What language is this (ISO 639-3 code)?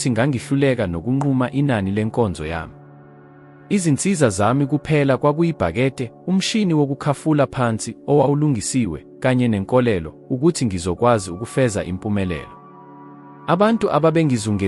zul